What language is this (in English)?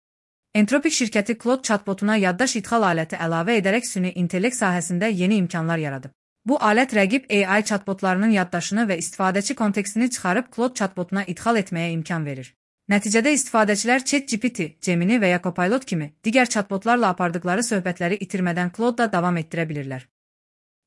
Azerbaijani